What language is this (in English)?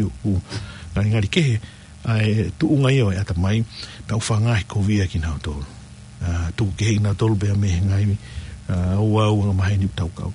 Tongan